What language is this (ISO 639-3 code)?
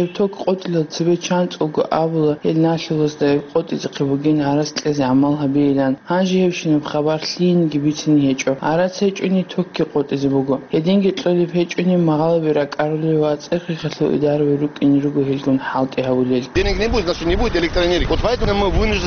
ava